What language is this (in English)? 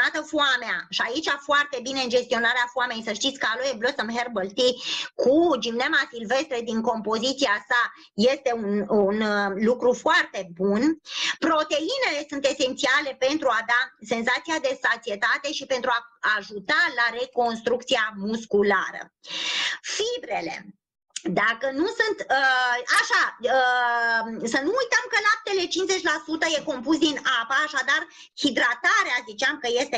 Romanian